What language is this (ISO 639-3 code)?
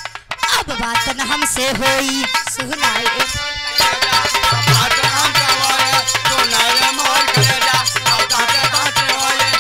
bho